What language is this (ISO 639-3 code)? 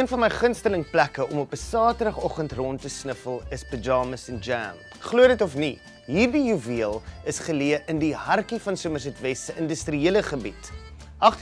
afr